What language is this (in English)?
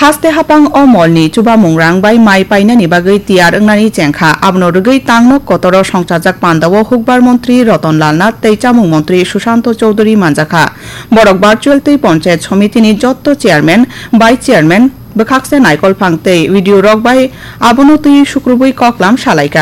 Kok Borok